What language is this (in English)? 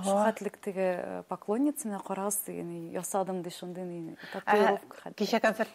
Tatar